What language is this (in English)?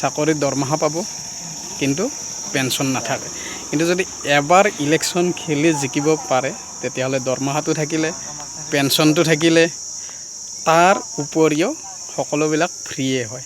Assamese